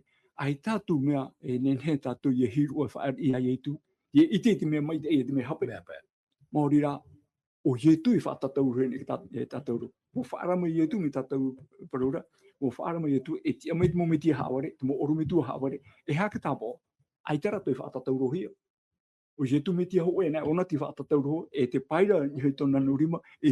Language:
Tahitian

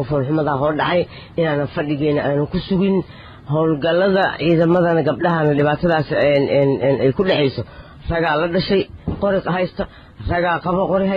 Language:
Somali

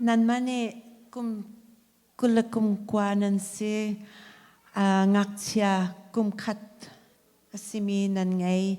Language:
Hakha Chin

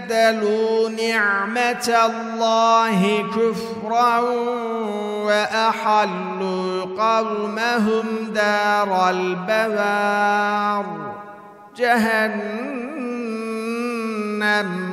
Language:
Arabic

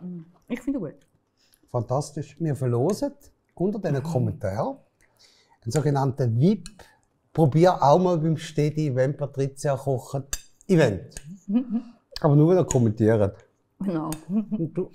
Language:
Swiss German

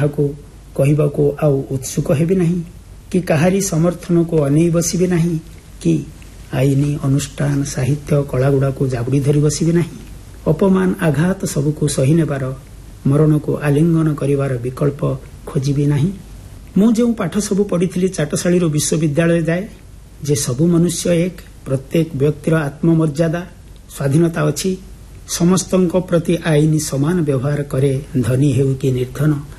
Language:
Odia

